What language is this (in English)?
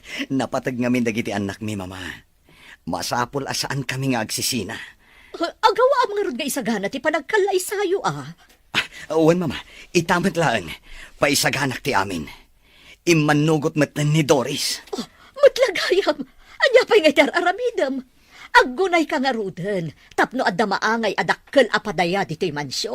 Iloko